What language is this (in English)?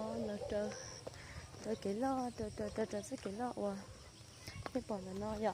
Hmong